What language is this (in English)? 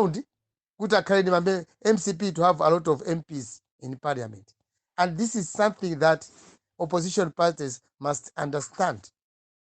Nyanja